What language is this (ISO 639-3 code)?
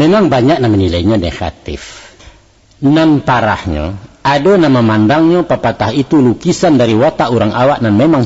min